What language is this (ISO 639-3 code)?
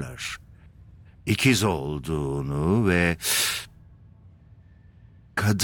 tur